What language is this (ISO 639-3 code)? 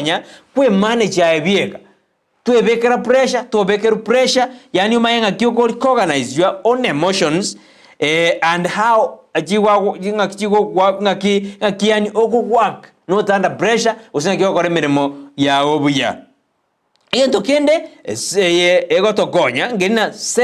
guz